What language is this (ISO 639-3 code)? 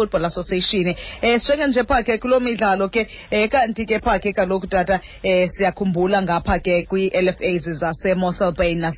xho